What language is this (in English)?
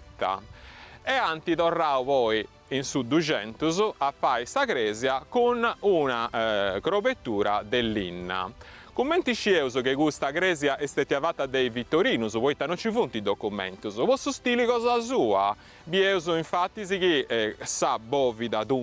Sardinian